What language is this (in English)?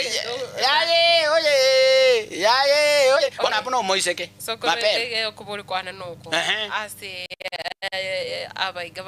Gusii